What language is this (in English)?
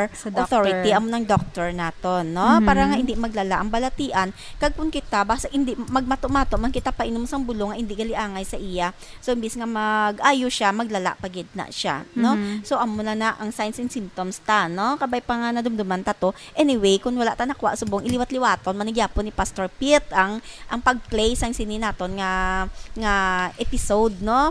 Hiligaynon